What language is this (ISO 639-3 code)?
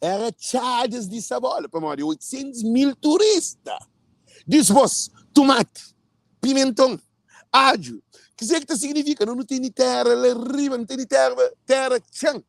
kea